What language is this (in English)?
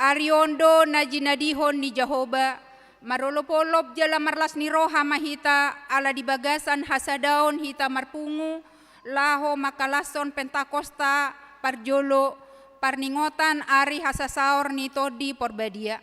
Batak Toba